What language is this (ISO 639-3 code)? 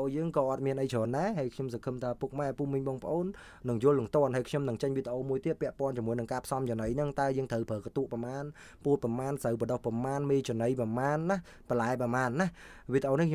khm